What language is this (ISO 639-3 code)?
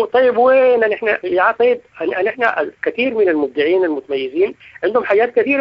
apd